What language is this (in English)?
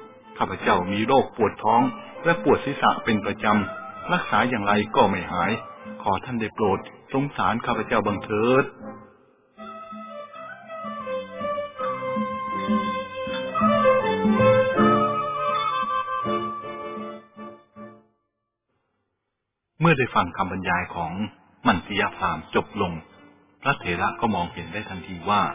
Thai